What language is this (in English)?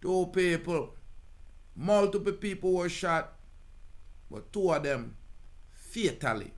Jamaican Creole English